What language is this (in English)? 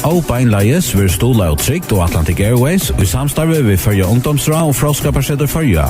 Faroese